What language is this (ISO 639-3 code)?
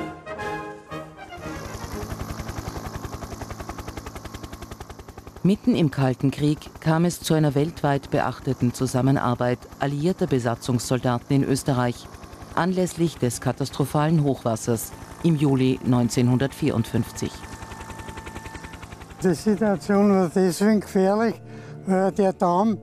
deu